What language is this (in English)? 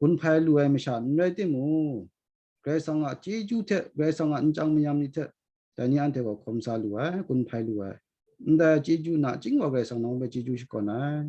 Kachin